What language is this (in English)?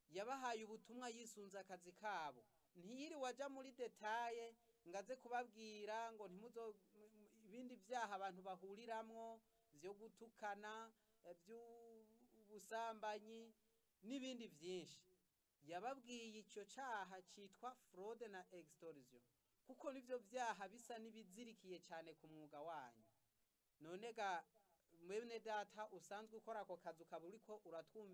Rundi